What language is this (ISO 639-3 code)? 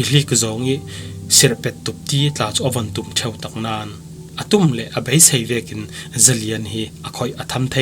cfm